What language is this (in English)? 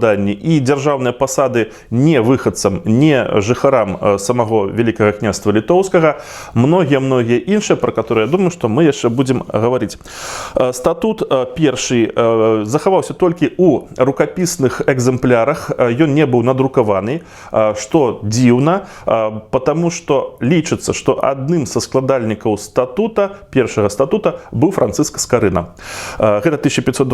Belarusian